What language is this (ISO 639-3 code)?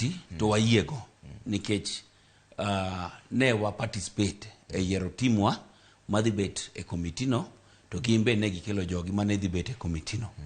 luo